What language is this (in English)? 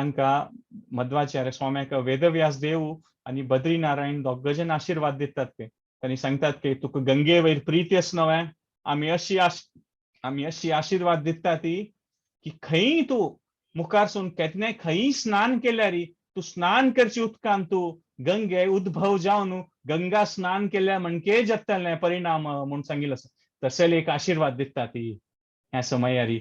Konkani